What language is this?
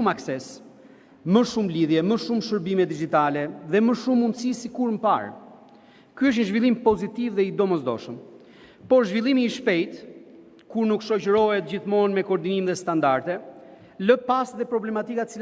Albanian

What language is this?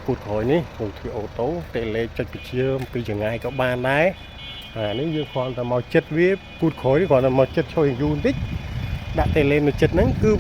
Khmer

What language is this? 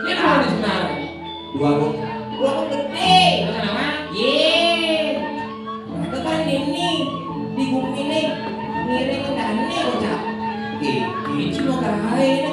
Balinese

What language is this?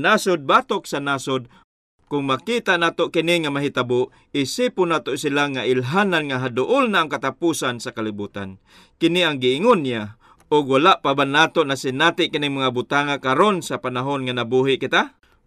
Cebuano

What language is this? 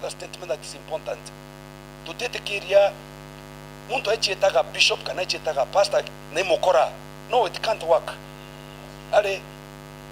Meru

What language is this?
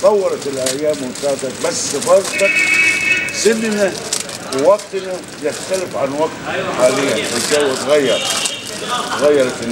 Egyptian Arabic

